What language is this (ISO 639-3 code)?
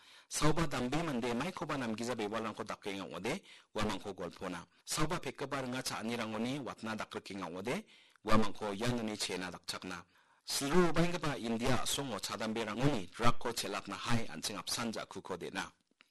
grt